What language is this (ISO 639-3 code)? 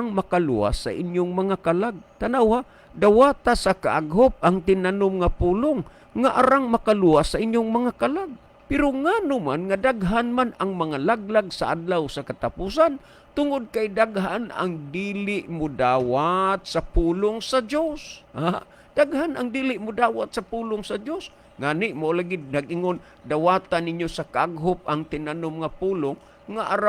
ceb